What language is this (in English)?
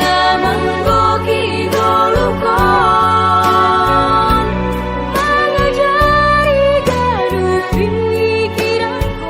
Batak Simalungun